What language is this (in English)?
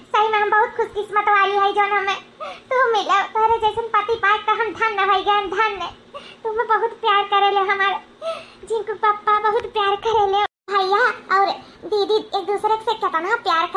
Awadhi